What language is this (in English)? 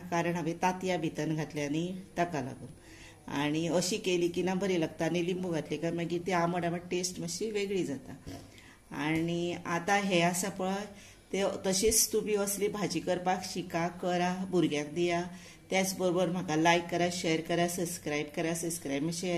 Konkani